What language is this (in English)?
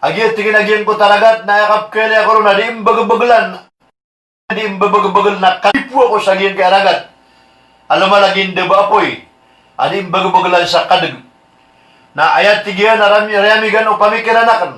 Maranao